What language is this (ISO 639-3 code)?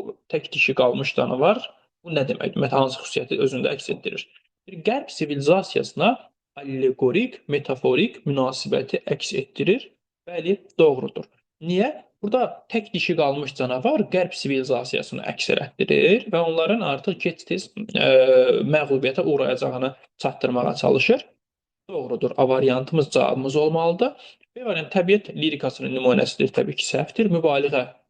aze